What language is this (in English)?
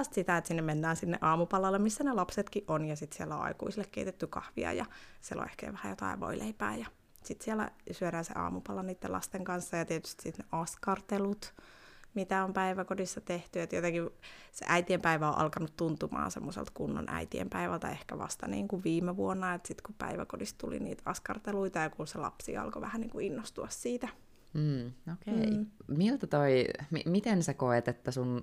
Finnish